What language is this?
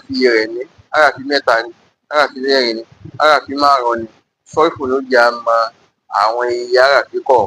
Yoruba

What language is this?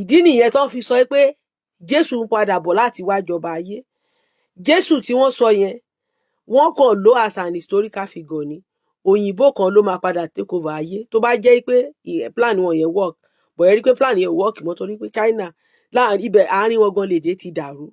Yoruba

